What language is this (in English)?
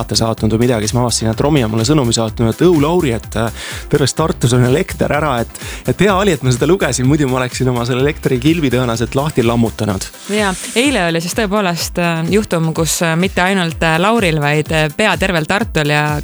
Estonian